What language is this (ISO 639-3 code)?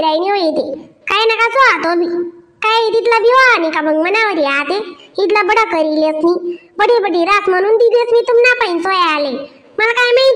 khn